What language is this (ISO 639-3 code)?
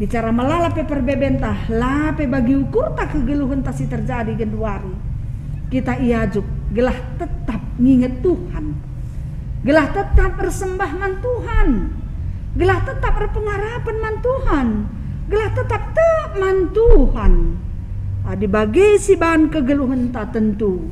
btx